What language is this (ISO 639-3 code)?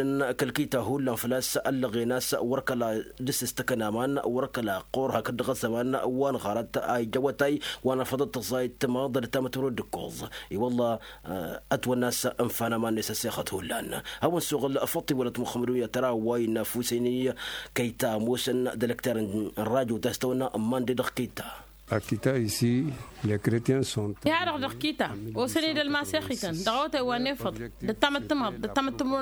taq